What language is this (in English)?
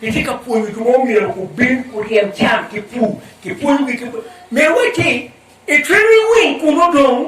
Acoli